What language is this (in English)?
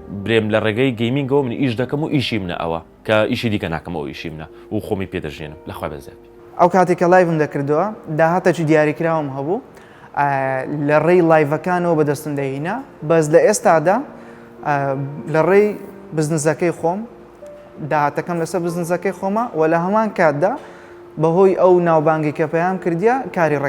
Central Kurdish